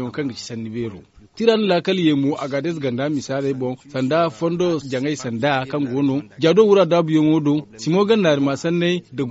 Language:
Zarma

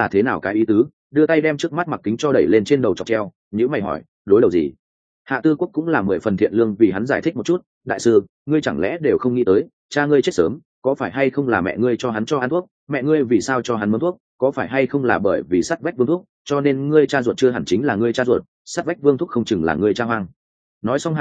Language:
Vietnamese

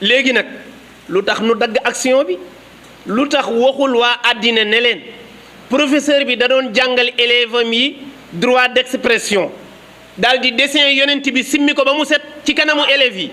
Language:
Wolof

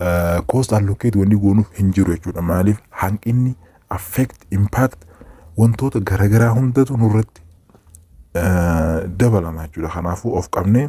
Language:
Oromo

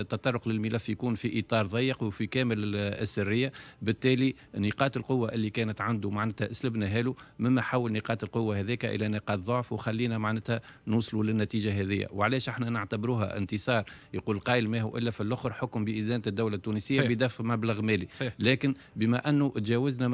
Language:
Tunisian Arabic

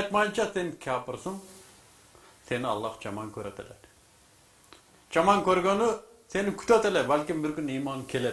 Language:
Kyrgyz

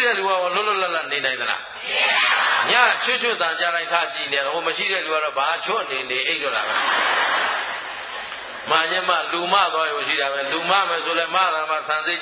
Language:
Burmese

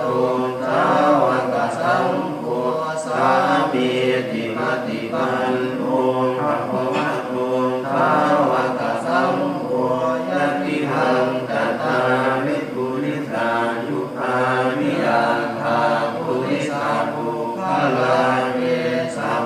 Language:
Pali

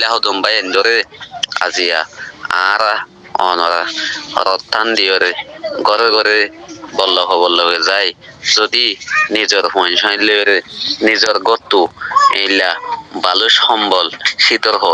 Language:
Rohingya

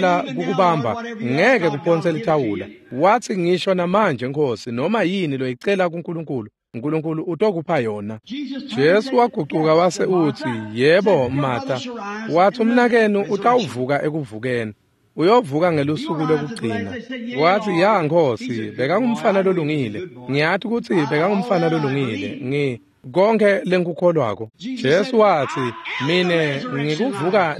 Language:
Swati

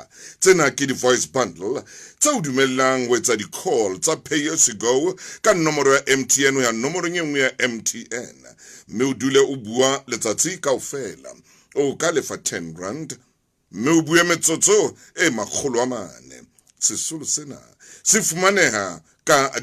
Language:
Southern Sotho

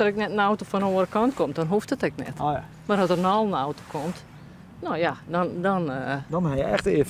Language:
Western Frisian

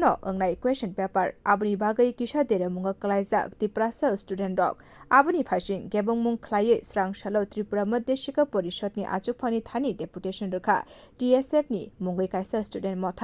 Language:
Kok Borok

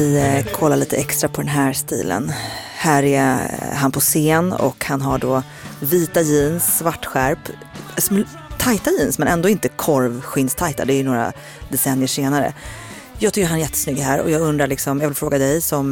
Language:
Swedish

